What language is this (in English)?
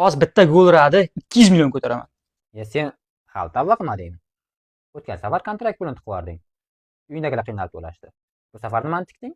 Uzbek